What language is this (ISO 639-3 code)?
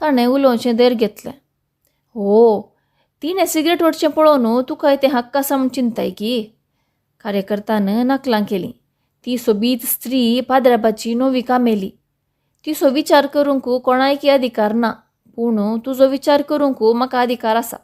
kok